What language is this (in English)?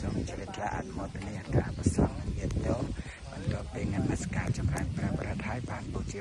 Khmer